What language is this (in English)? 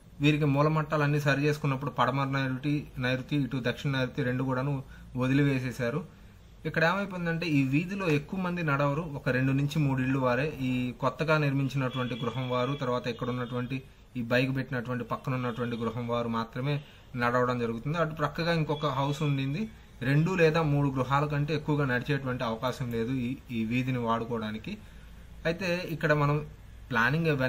Telugu